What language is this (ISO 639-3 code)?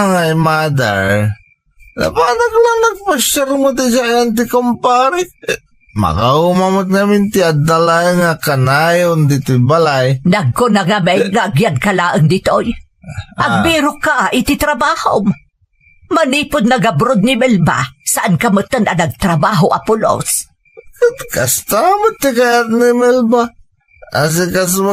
ilo